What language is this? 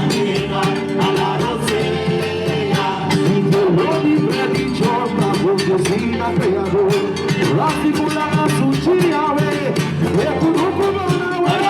Papiamento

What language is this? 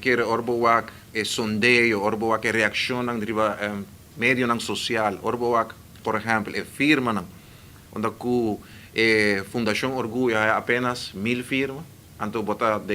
Papiamento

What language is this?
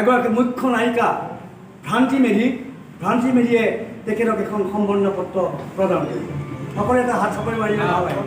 Assamese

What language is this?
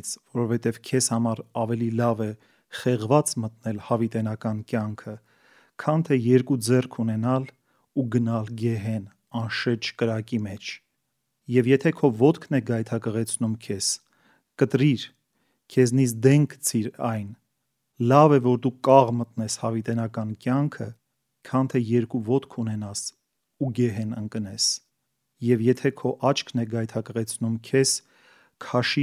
Armenian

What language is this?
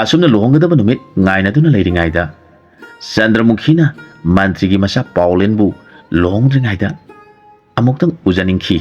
Manipuri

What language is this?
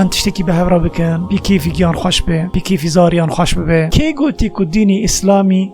Kurdish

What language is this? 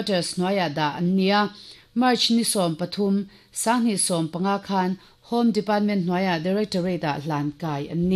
Mizo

